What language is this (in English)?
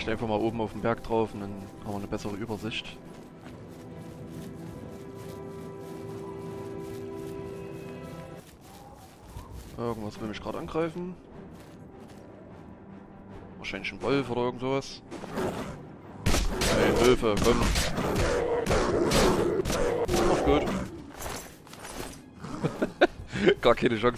German